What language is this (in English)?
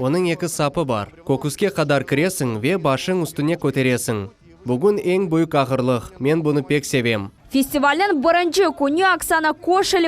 Crimean Tatar